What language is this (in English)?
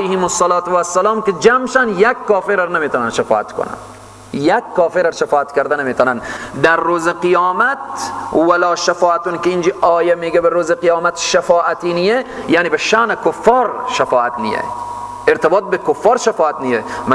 Persian